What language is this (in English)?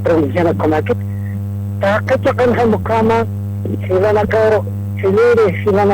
Aymara